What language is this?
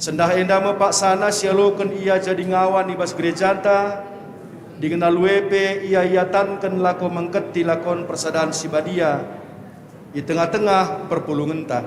Batak Karo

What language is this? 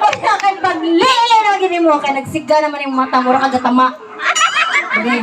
Cebuano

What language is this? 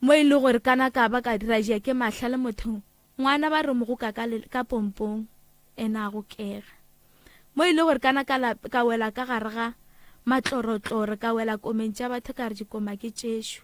Northern Sotho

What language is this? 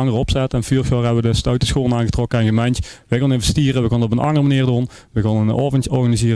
Limburgish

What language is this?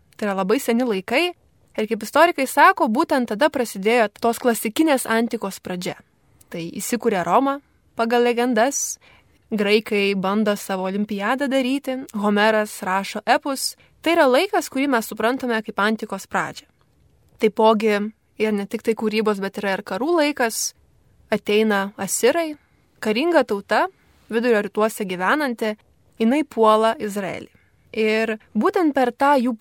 Lithuanian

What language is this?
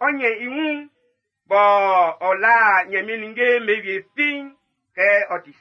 Baoulé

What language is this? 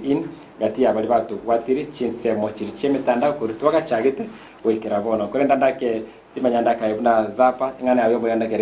Gusii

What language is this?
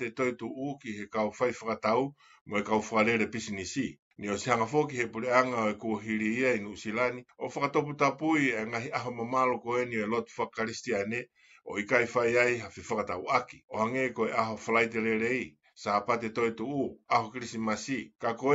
Tongan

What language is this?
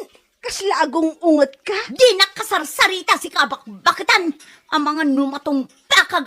Iloko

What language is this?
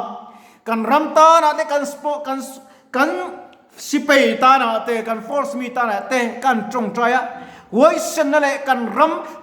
Mizo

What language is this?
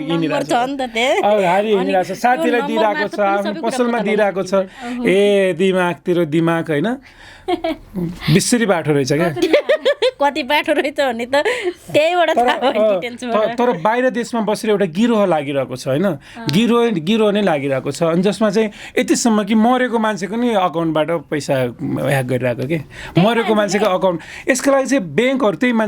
Nepali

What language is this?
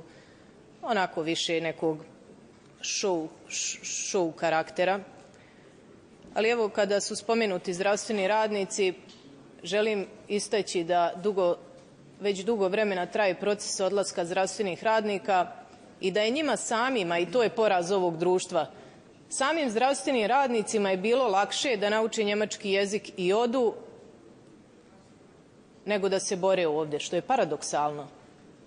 Bosnian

